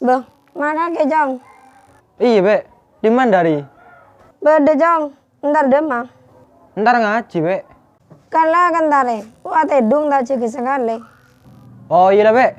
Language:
Madurese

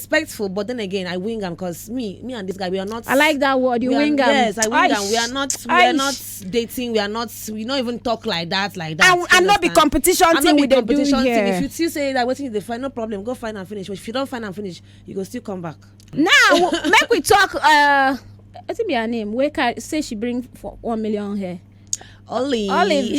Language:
Nigerian Pidgin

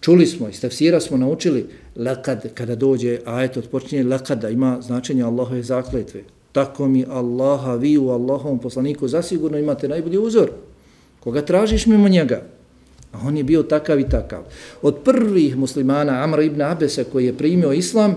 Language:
Bosnian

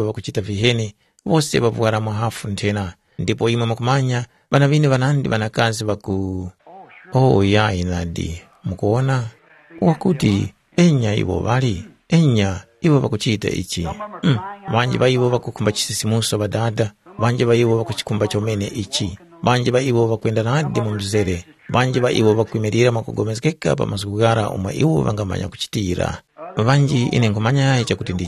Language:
Tumbuka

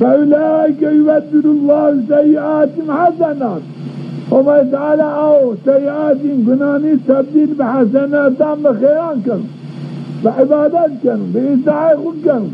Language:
Zaza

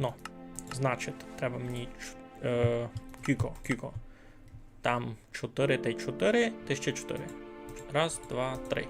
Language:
Rusyn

